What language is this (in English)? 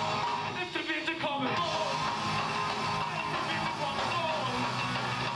Swedish